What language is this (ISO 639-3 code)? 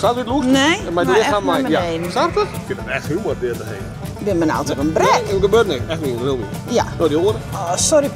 fry